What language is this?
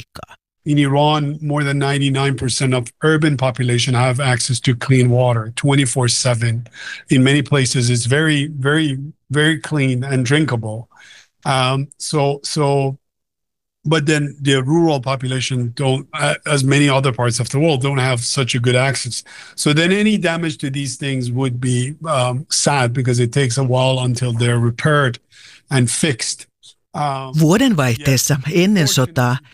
Finnish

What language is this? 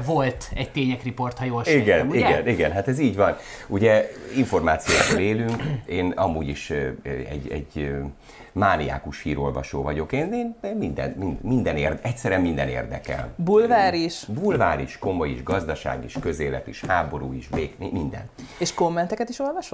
Hungarian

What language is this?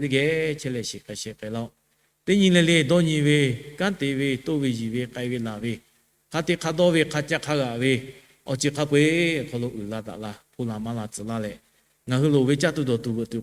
Lahu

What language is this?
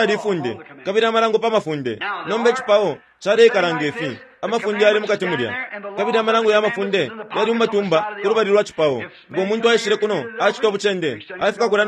Bemba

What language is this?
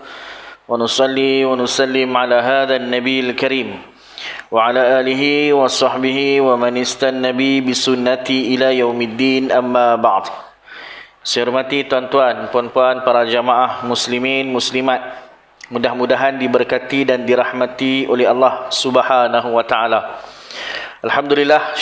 Malay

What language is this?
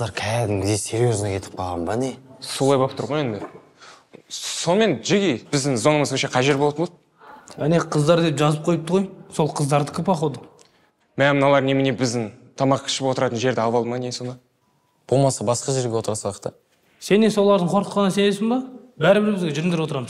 Kazakh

